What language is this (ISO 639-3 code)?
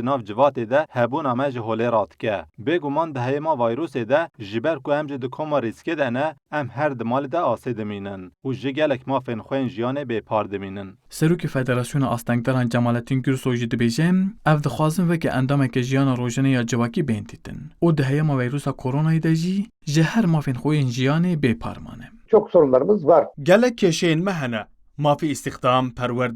kur